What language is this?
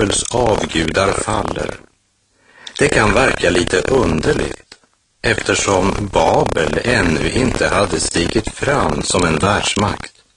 Swedish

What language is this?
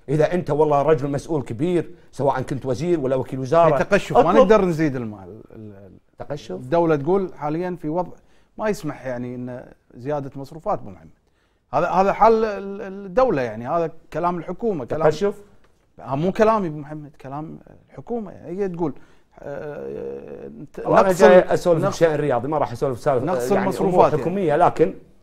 Gulf Arabic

